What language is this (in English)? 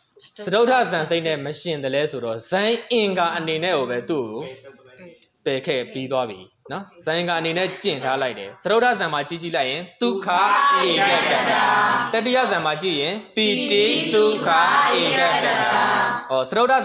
Burmese